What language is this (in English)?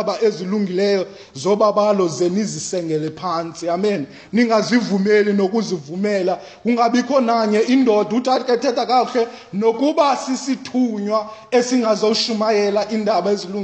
Xhosa